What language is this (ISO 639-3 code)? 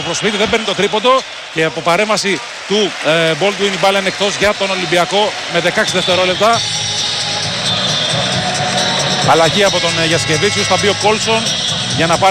ell